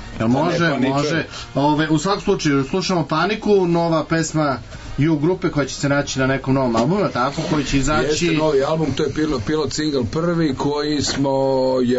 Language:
Serbian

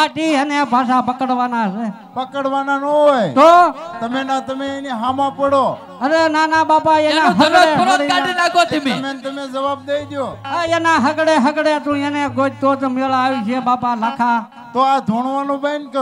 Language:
Gujarati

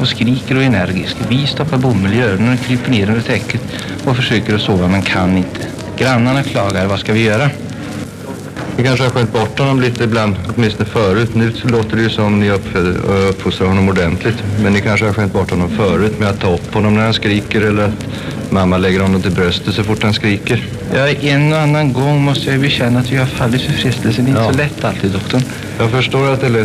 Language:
Swedish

